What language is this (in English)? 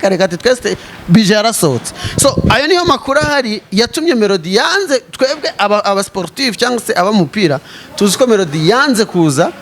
Kinyarwanda